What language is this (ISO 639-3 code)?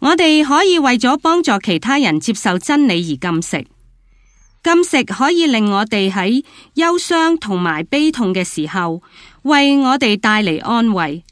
yue